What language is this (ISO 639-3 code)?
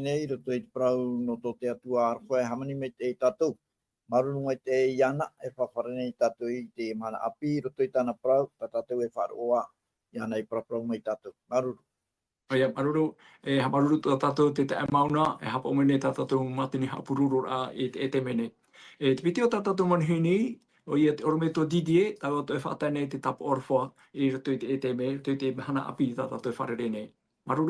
tah